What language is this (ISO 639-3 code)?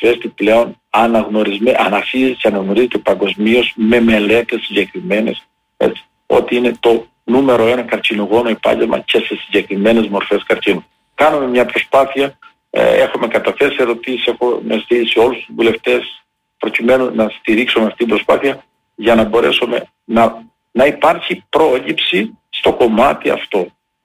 ell